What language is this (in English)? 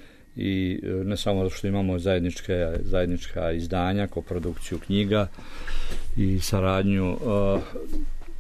Serbian